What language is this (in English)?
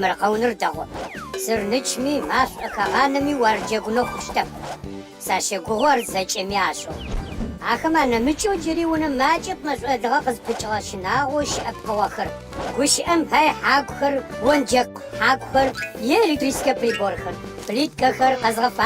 Adyghe